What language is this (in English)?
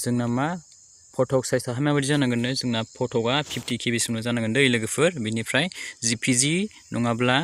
Bodo